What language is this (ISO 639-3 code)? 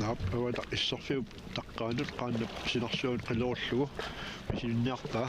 kal